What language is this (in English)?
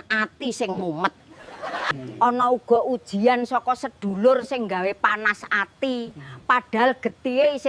Javanese